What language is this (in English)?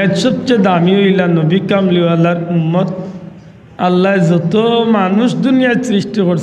Sylheti